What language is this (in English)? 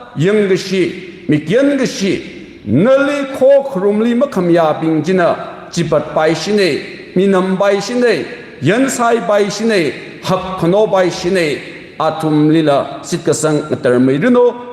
Tangkhul Naga (India)